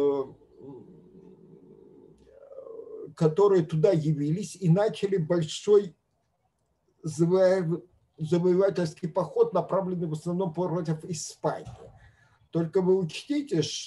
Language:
Russian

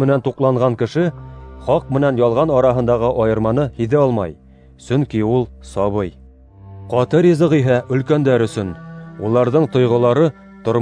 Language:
Bashkir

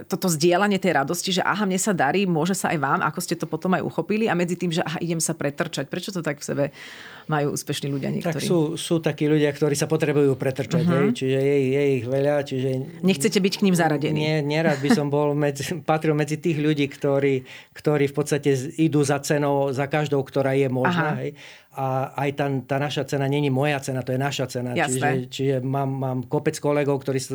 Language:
Slovak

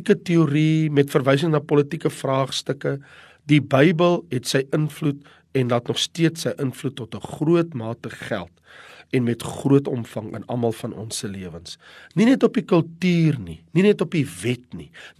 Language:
Afrikaans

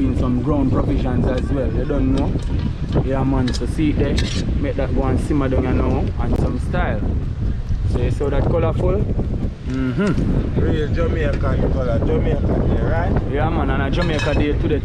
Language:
Jamaican Creole English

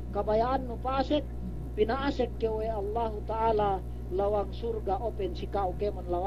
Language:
Yakan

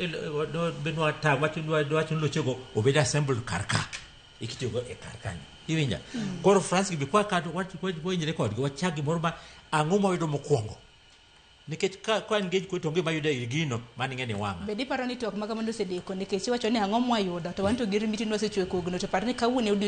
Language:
Luo (Kenya and Tanzania)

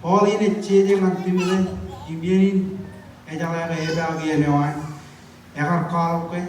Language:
Marshallese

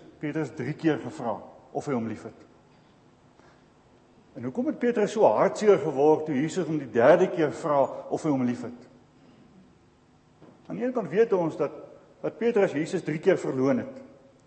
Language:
Afrikaans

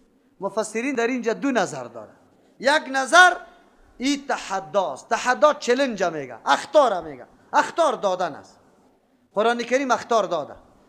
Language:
Persian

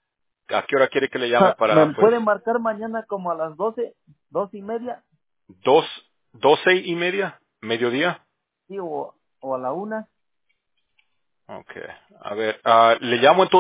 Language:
Spanish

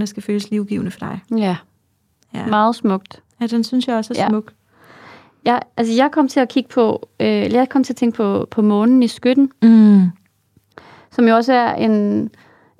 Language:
Danish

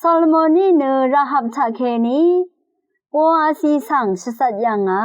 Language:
Rawang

